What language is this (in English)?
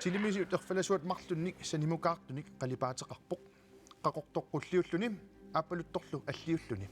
Kalaallisut